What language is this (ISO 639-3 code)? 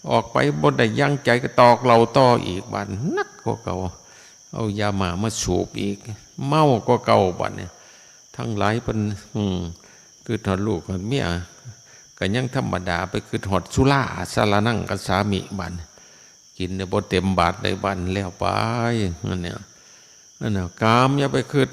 tts